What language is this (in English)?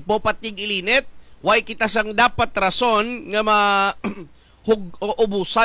Hiligaynon